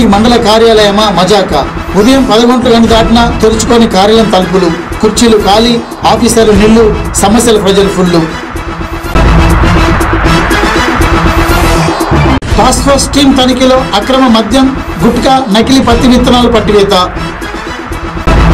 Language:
Telugu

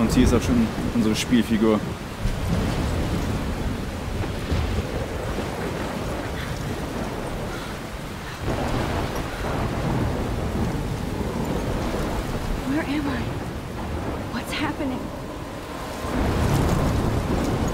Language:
German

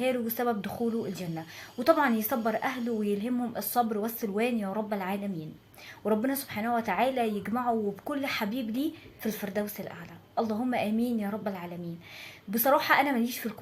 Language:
Egyptian Arabic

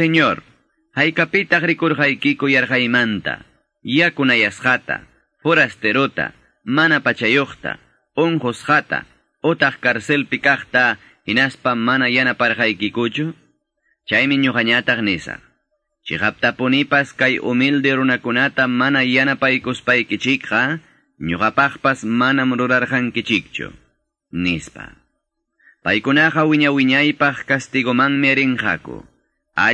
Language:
Quechua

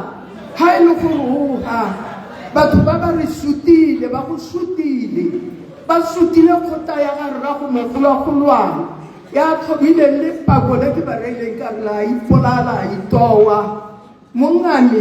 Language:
Tswana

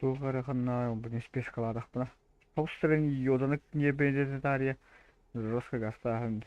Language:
Yakut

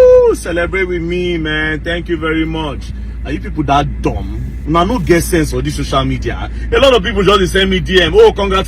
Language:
Nigerian Pidgin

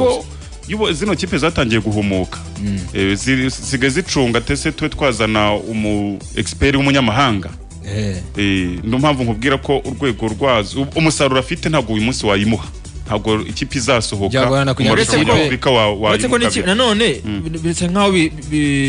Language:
Kinyarwanda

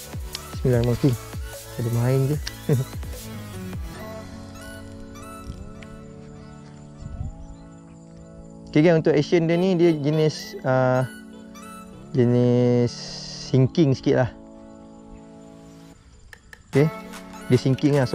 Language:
Malay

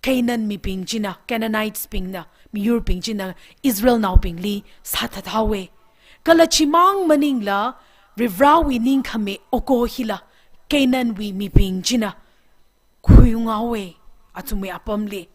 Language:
Tangkhul Naga (India)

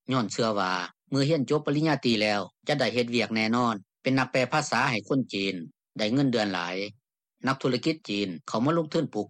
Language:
Lao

